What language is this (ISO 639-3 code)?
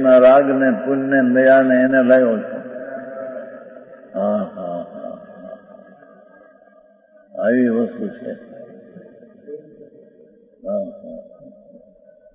guj